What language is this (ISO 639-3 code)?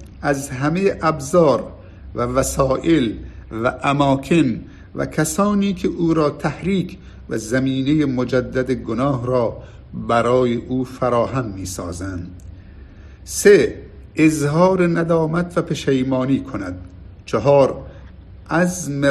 tgk